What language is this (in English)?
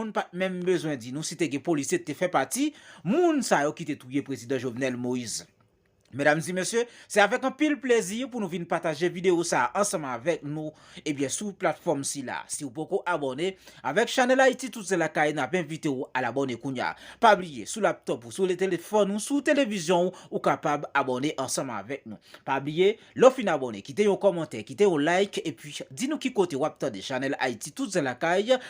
Haitian Creole